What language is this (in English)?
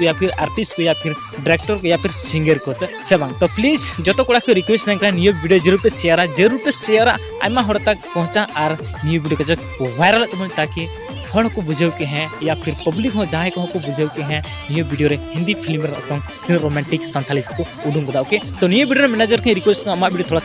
Santali